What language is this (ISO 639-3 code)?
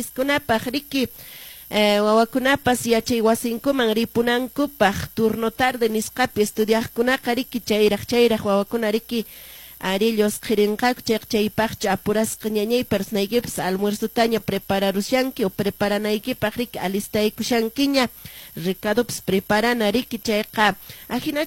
que